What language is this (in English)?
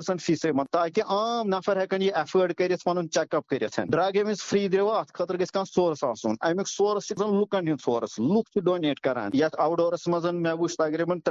Kashmiri